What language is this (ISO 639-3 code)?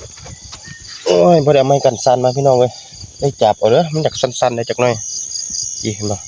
lao